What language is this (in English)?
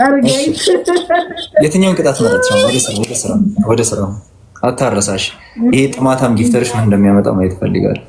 Amharic